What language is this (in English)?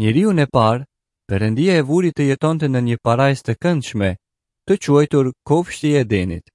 Albanian